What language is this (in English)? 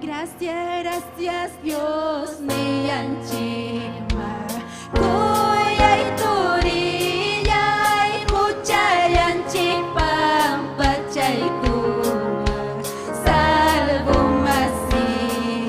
Ayacucho Quechua